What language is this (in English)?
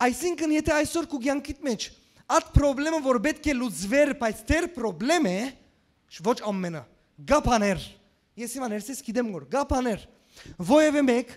Western Armenian